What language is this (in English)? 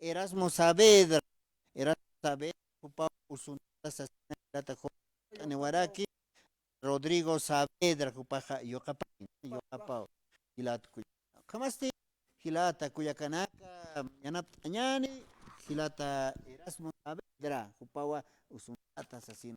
Aymara